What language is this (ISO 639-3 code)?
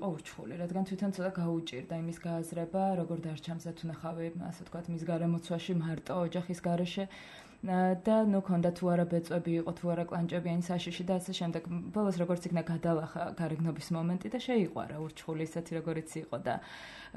kat